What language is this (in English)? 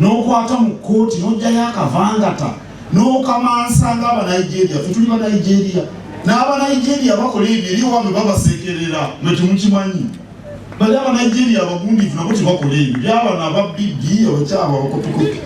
Ganda